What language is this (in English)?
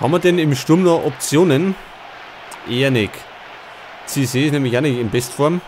Bavarian